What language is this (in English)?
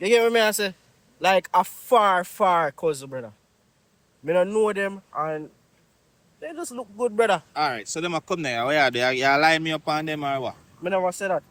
Jamaican Creole English